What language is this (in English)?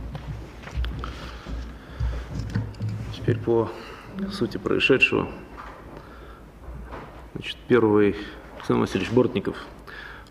Russian